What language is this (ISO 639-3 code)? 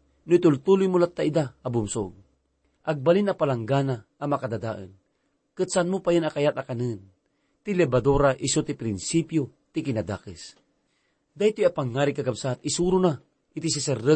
ilo